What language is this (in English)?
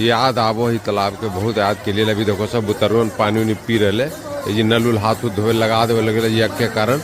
Magahi